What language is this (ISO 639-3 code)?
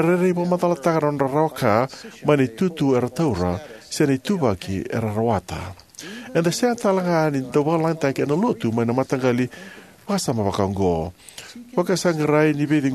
fij